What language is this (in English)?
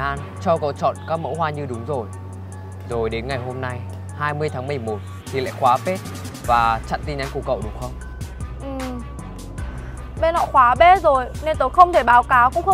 Vietnamese